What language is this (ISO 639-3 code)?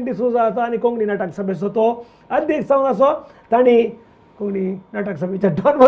kok